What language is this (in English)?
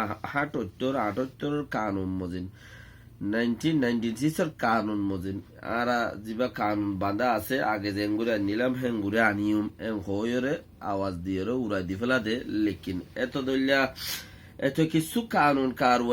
Rohingya